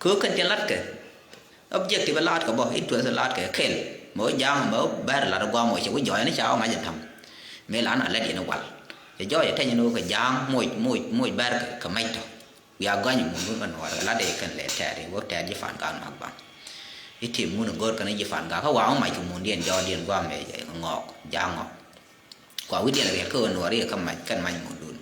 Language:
Nuer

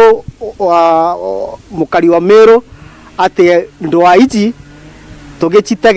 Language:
Meru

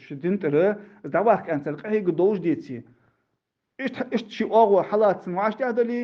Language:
Ingush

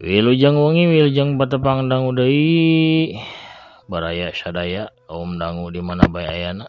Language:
Sundanese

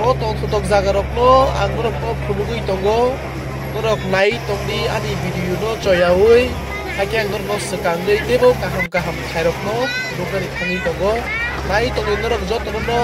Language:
Kok Borok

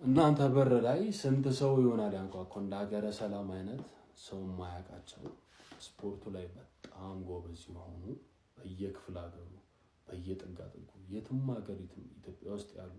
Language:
Amharic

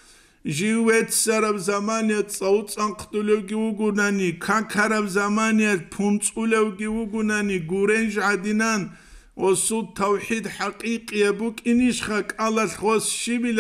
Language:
Avaric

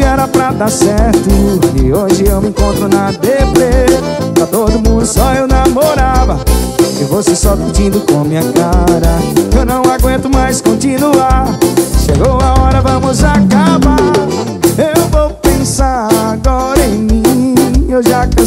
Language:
Portuguese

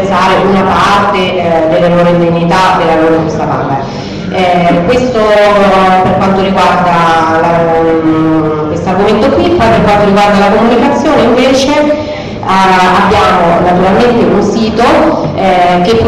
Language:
Italian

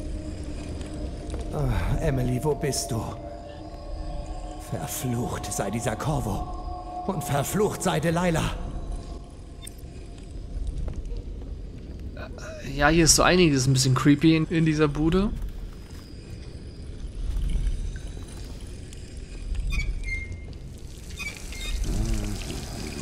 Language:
German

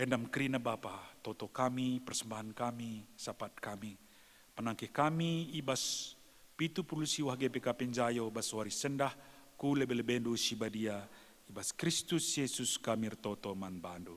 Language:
Batak Karo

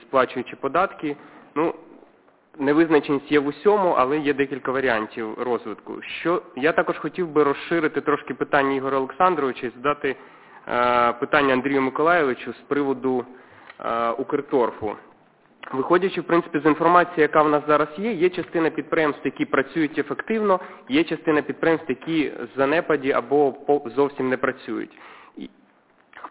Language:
Ukrainian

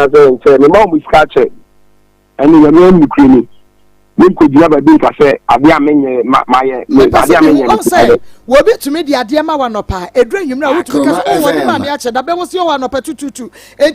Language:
Akan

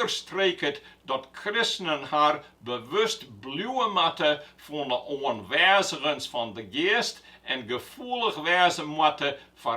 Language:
Western Frisian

